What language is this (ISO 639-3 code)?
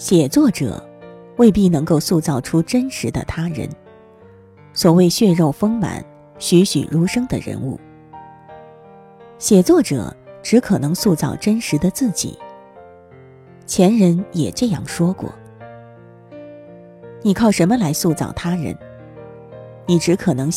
zho